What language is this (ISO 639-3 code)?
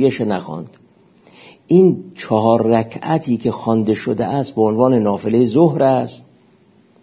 fas